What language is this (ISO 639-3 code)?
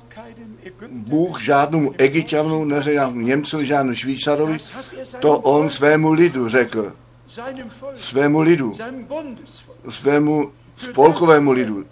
ces